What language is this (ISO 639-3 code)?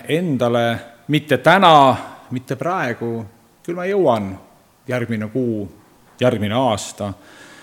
est